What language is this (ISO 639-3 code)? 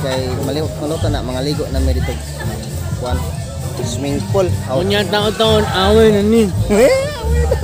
ceb